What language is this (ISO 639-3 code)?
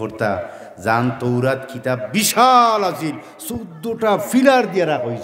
syl